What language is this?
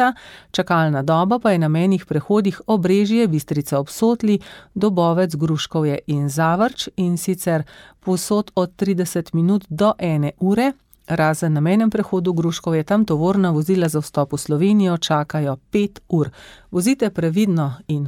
Slovenian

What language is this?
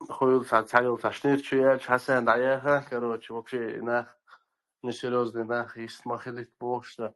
Chechen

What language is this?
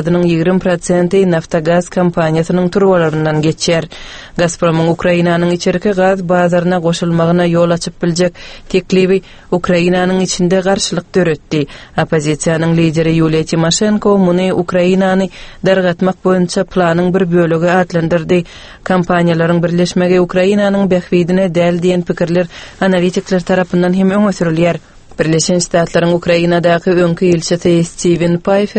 Turkmen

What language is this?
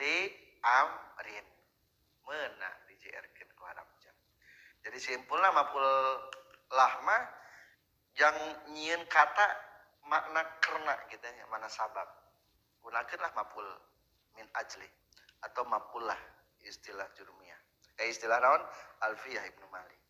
Sundanese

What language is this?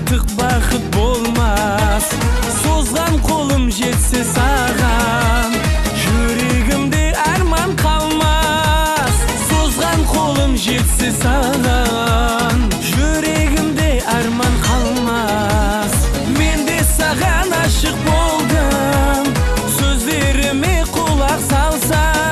Kara-Kalpak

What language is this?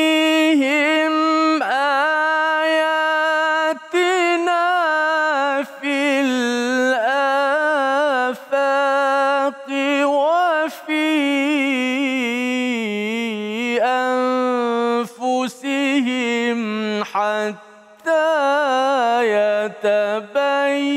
Malay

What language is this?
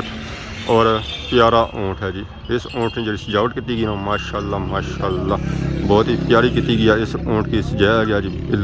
Pahari-Potwari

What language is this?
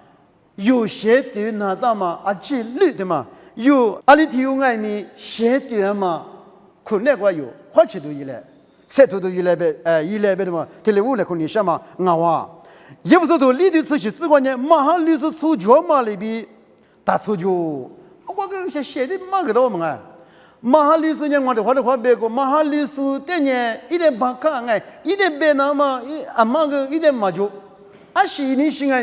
Lisu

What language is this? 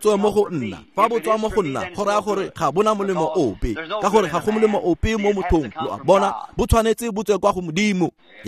Tswana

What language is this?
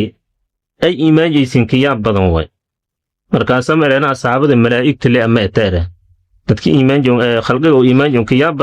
Somali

